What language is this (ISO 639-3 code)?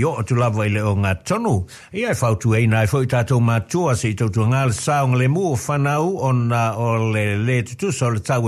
smo